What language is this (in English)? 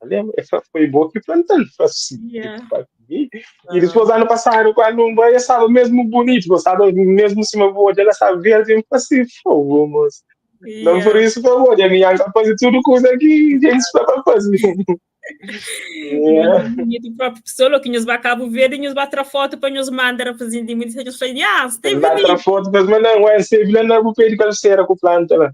Kabuverdianu